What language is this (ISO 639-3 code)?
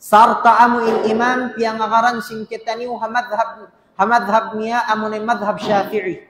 tsg